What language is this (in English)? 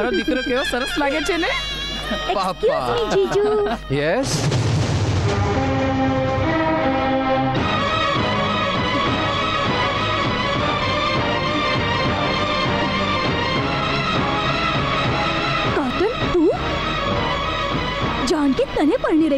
Gujarati